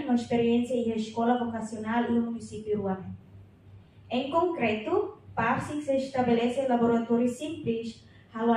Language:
Tetum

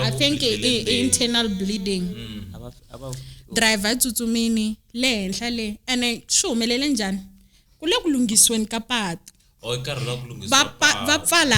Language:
Tsonga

